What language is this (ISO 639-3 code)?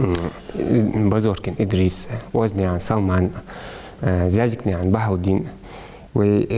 inh